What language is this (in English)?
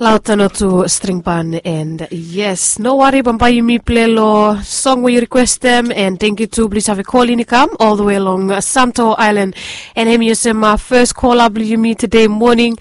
Bislama